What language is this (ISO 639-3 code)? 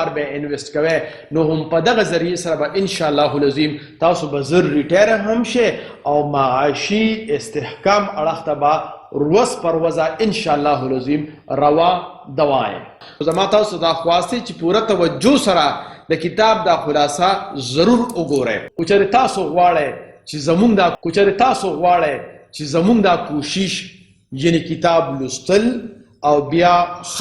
pus